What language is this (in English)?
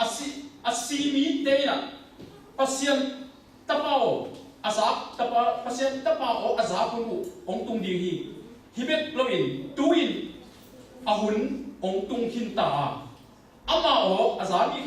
Tedim Chin